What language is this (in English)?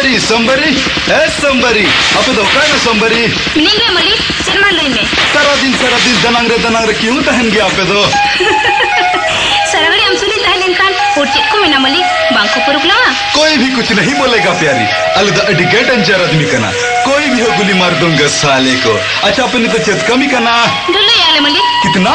Santali